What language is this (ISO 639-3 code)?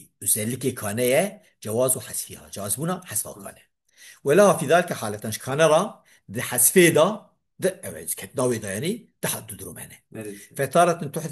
kur